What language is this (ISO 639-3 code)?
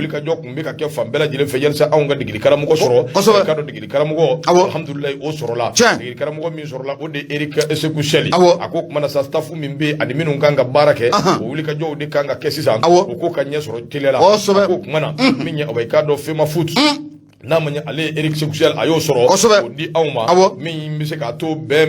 bam